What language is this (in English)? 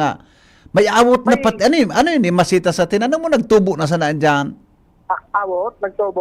Bikol